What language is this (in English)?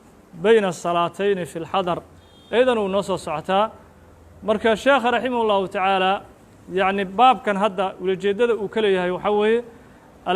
Somali